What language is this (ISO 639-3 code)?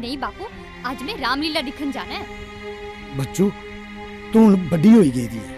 doi